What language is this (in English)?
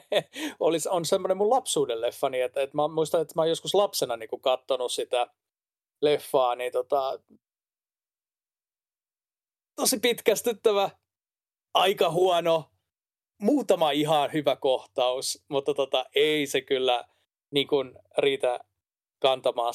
Finnish